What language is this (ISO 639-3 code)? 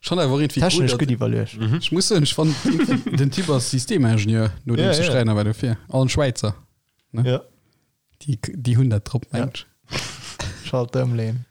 ltz